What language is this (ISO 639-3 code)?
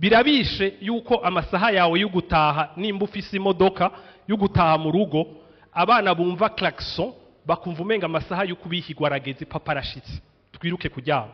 run